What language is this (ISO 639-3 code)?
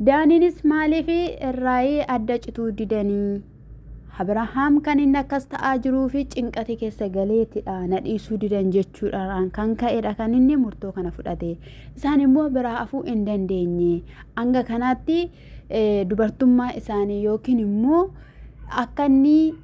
orm